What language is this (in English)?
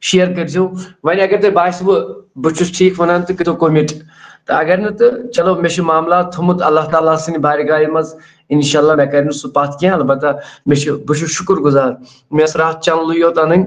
Kashmiri